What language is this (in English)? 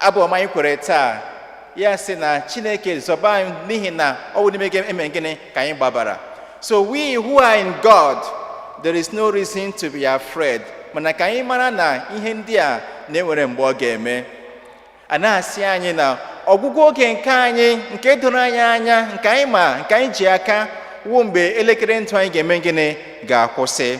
Igbo